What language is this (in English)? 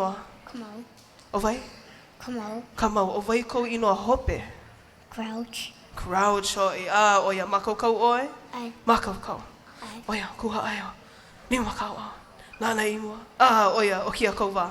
Hawaiian